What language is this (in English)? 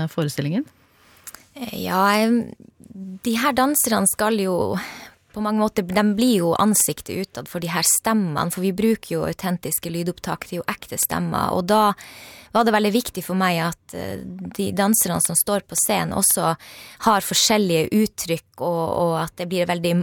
Norwegian